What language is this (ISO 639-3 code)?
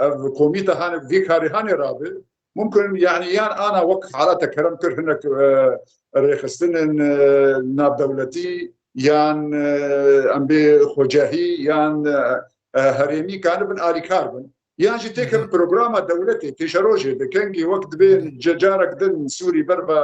kur